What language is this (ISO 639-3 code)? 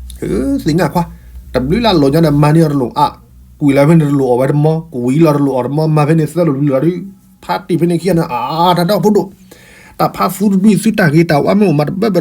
ksw